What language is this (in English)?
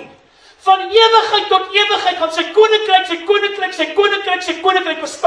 Afrikaans